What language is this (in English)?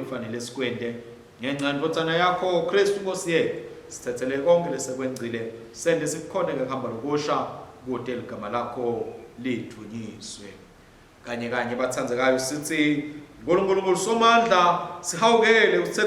Swati